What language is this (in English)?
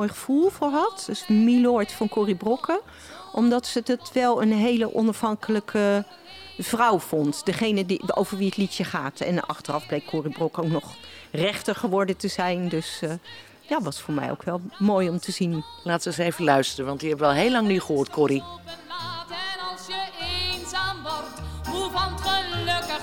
Dutch